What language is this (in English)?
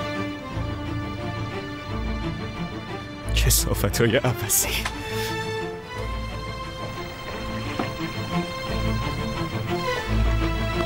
Persian